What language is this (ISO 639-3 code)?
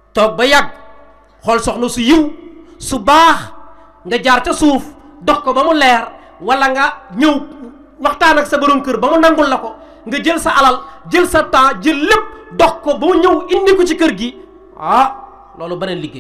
wol